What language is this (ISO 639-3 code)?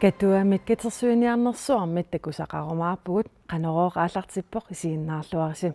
kal